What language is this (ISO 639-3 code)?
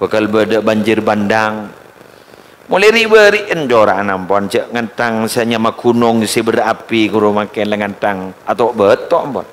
mad